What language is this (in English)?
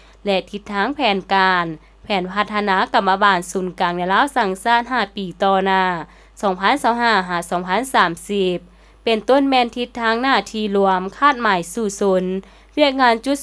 Lao